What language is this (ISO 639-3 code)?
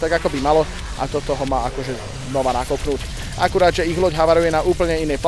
slk